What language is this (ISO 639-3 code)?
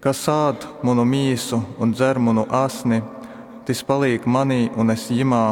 ltg